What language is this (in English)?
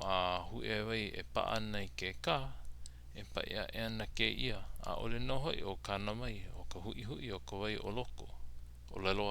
Hawaiian